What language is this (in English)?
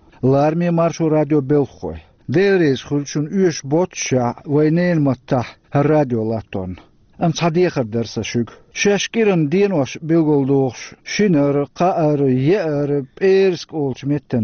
Chechen